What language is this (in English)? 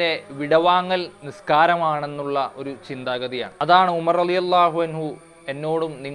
Malayalam